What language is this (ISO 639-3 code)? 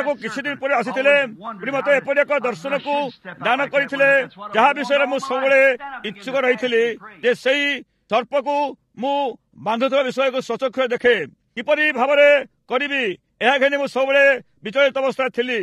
ori